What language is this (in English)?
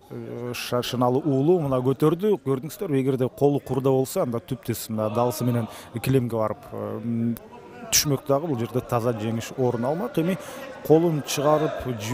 Kyrgyz